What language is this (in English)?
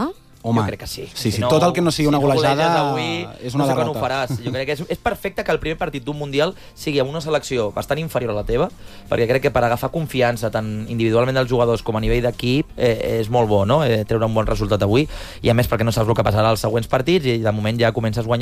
Catalan